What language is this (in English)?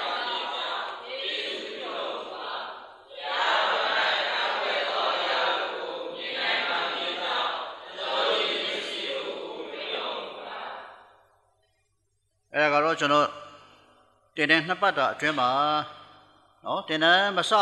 Burmese